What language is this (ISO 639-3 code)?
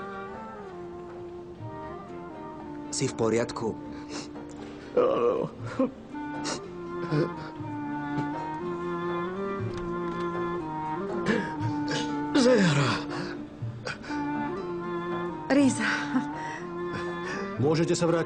slk